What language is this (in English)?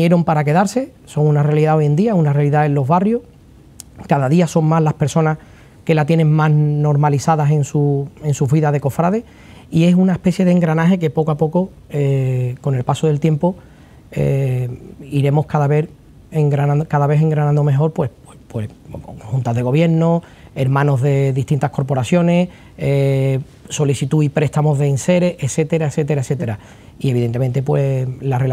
Spanish